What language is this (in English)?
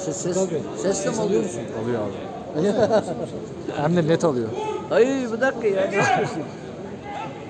Turkish